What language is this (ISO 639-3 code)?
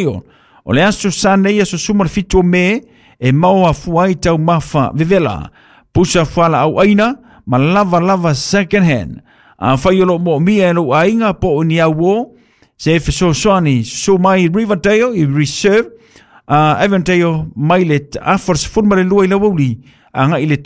smo